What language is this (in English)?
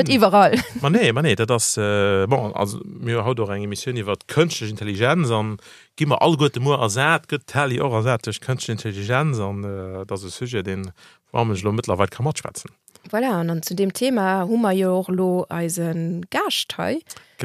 Luxembourgish